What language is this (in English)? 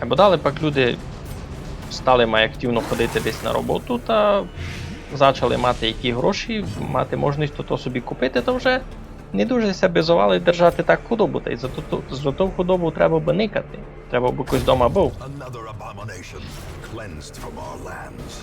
Rusyn